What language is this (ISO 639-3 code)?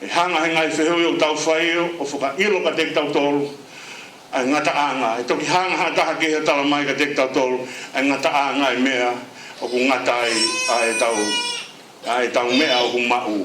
ton